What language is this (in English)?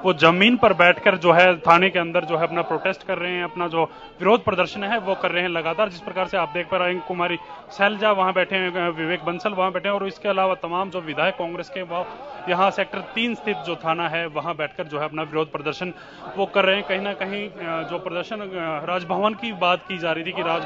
Hindi